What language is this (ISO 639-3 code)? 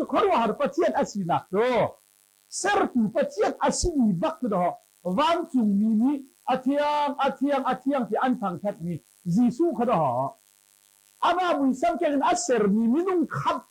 cnh